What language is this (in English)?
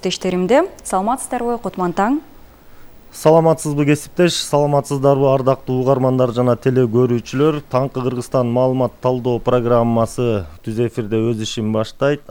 Kyrgyz